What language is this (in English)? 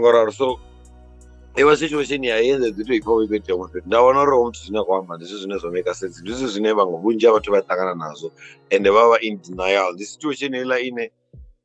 Venda